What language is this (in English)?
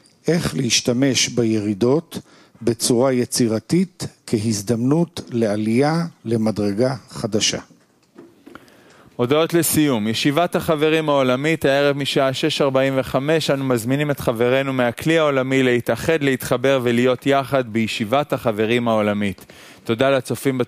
Hebrew